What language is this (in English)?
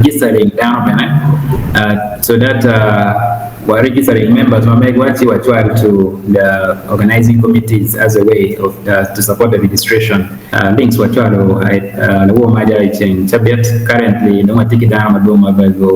Acoli